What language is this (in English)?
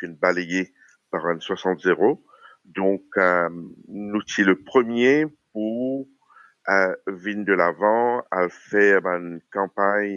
Morisyen